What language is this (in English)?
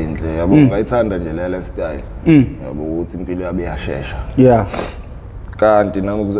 Zulu